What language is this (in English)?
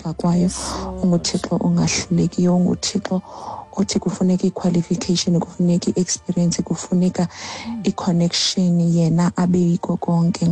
Xhosa